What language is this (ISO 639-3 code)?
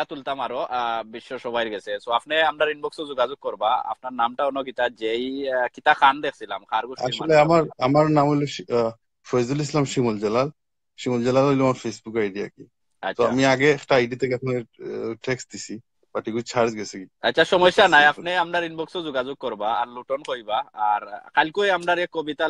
syl